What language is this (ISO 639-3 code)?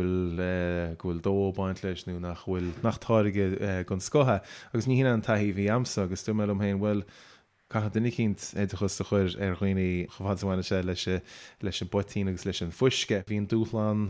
gle